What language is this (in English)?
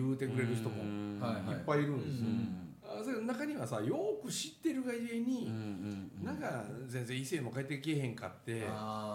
Japanese